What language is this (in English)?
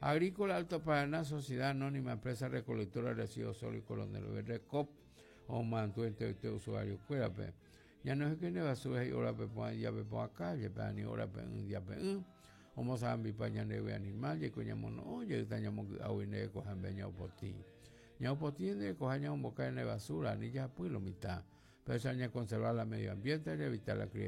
Guarani